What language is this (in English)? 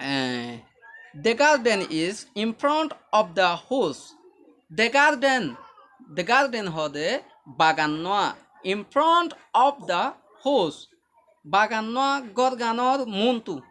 Rohingya